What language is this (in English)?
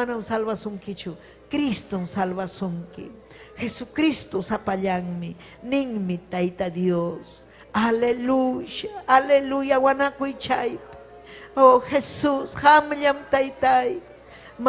Ayacucho Quechua